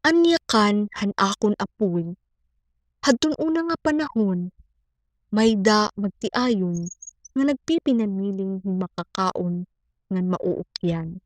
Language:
Waray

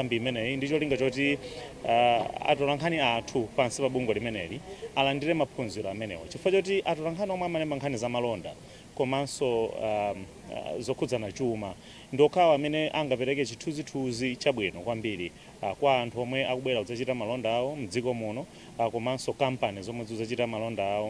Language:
Nyanja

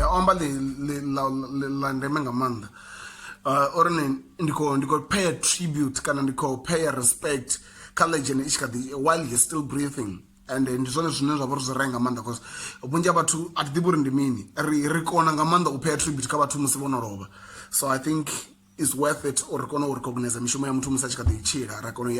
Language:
Venda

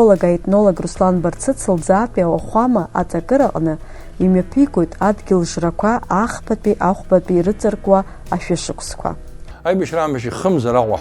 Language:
Abkhazian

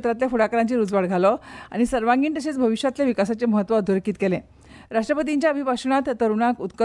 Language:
Konkani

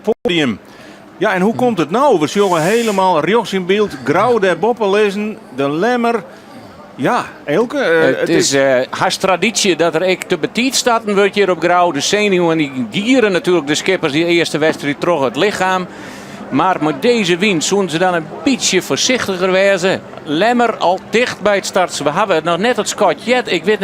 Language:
Western Frisian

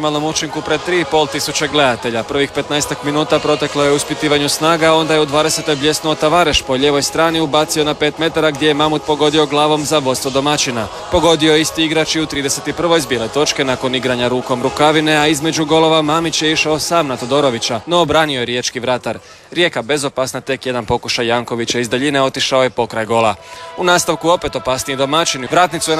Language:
Croatian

